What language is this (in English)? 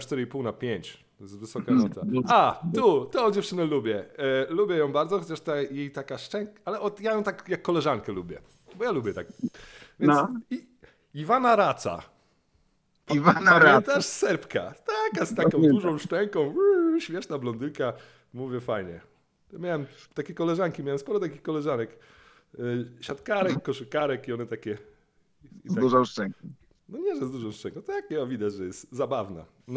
Polish